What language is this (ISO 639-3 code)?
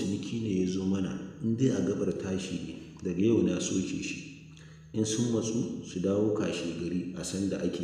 hau